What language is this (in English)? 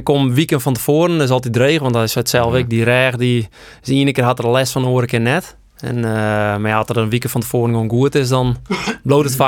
Western Frisian